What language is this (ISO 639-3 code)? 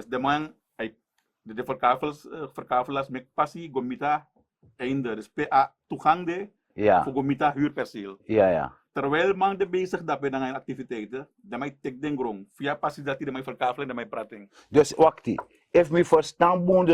srn